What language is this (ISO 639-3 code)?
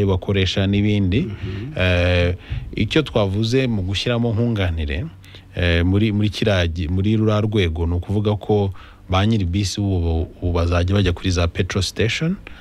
kin